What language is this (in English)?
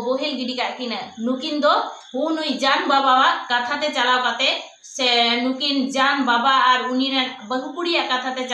Santali